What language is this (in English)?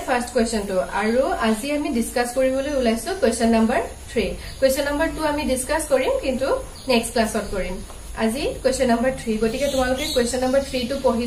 Assamese